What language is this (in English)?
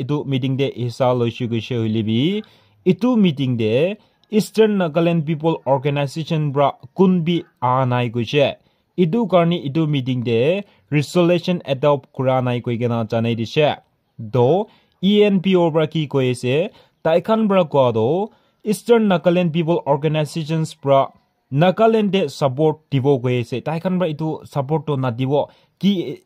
Naga Pidgin